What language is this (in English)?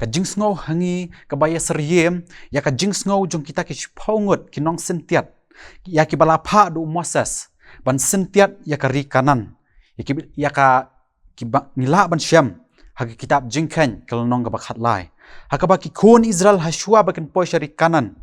Khasi